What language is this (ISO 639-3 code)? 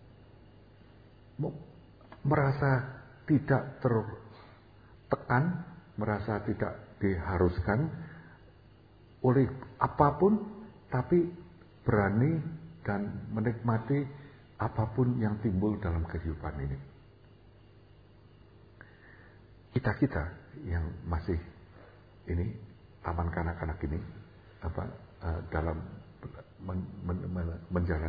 ind